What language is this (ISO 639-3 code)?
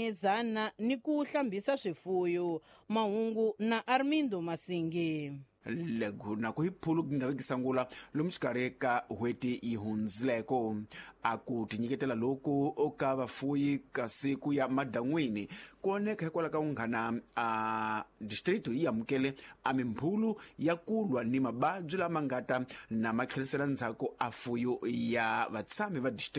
tso